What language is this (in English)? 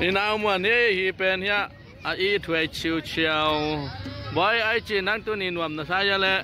Tedim Chin